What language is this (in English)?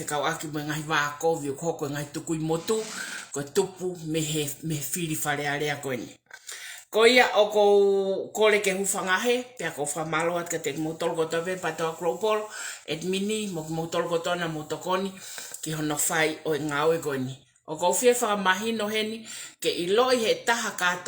Tongan